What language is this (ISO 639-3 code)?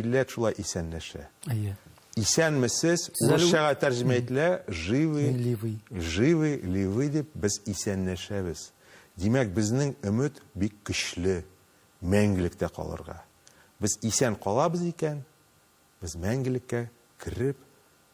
tat